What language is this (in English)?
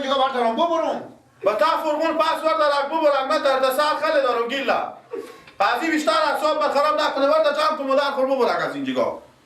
Persian